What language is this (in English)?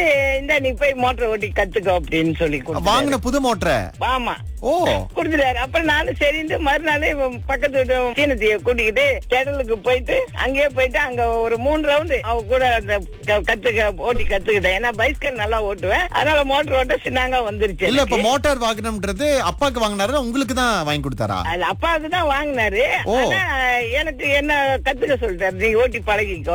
Tamil